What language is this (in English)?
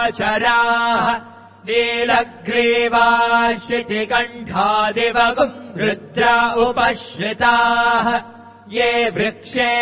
Sanskrit